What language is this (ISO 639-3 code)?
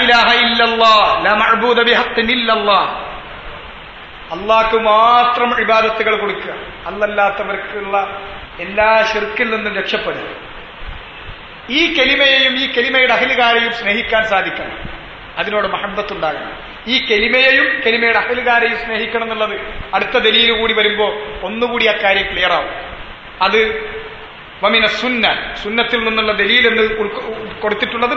mal